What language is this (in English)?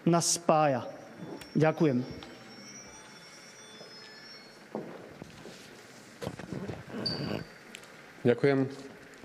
Slovak